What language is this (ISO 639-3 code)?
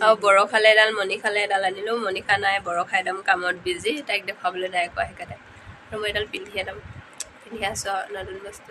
asm